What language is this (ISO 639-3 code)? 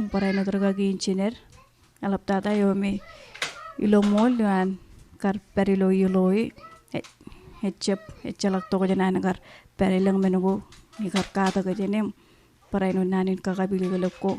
mah